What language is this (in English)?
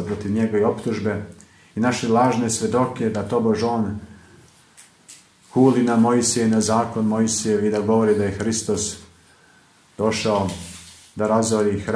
Serbian